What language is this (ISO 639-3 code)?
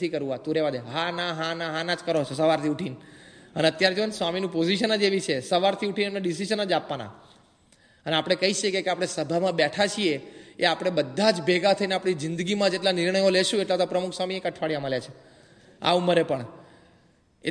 guj